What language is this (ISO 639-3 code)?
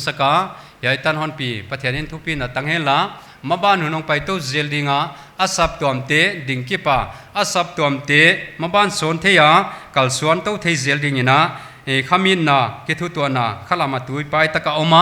pck